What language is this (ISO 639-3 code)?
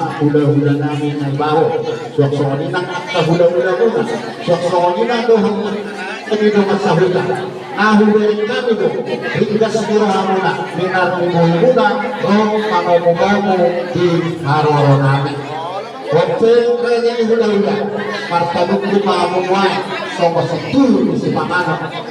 bbc